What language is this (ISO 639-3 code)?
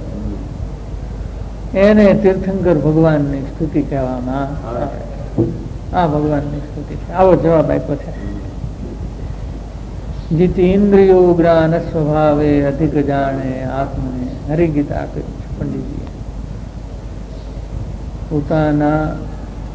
guj